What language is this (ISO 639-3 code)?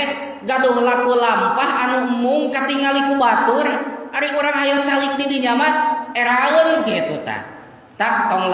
sun